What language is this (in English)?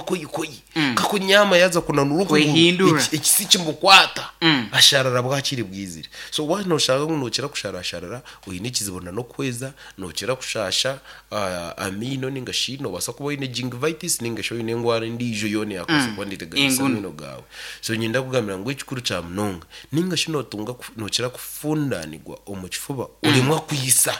Nyankole